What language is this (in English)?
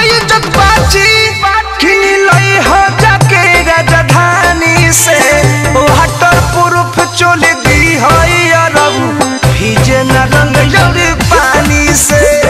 Bhojpuri